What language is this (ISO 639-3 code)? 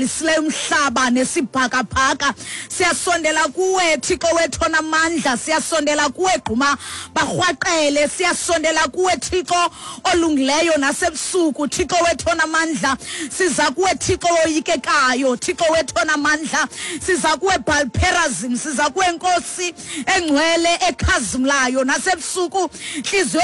xho